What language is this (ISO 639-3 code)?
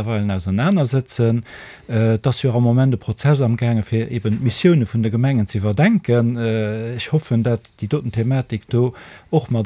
ltz